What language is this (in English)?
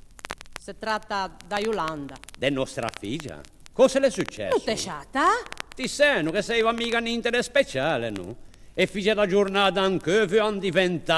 Ligurian